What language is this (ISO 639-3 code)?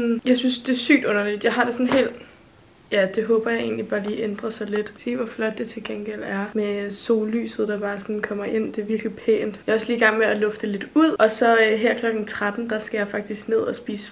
dan